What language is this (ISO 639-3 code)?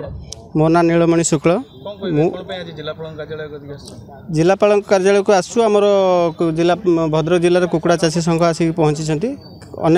ori